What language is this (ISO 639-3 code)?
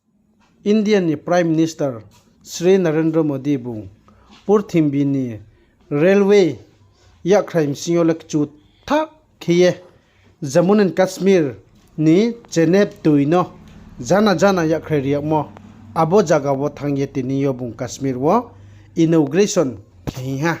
ria